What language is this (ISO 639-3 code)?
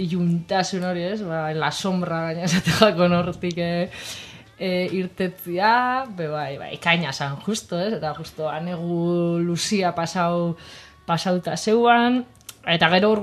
eus